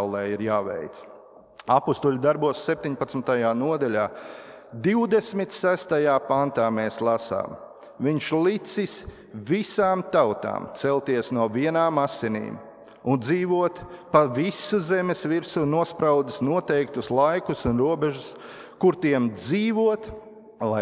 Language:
Latvian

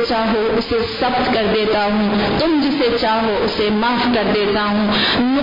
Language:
Urdu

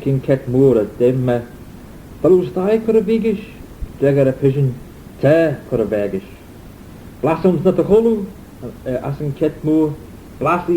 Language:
Manx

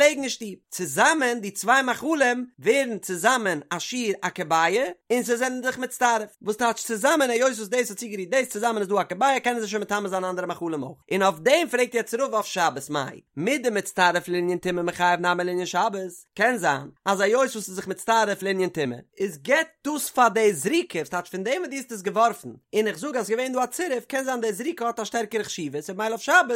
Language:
Yiddish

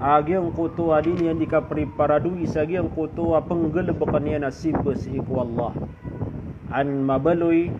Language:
Maranao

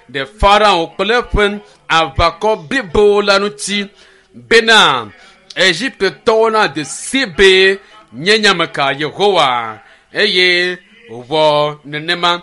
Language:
Ewe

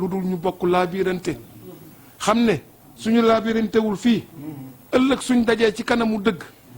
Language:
Wolof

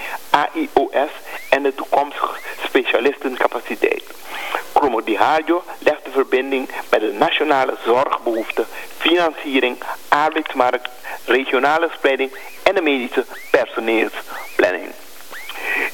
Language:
Dutch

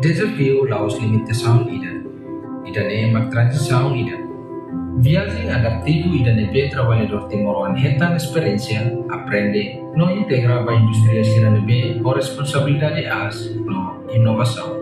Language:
Tetum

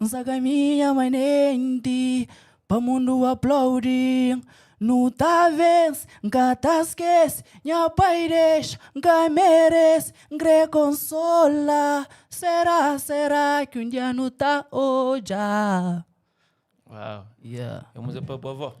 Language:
Kabuverdianu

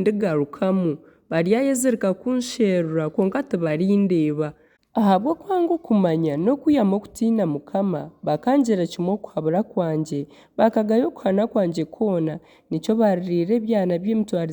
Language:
Nyankole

